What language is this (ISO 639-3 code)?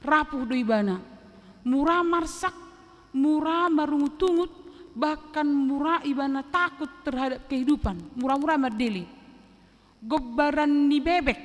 bbc